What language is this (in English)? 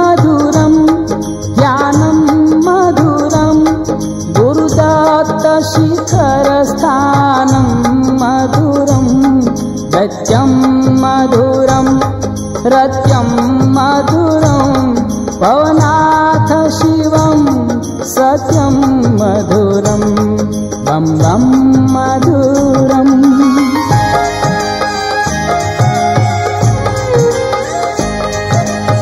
Gujarati